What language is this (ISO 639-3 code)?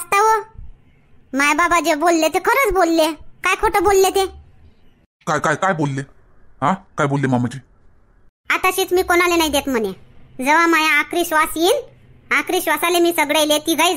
mar